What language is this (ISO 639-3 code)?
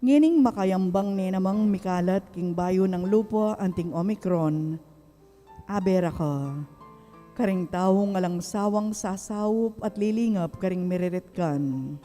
pam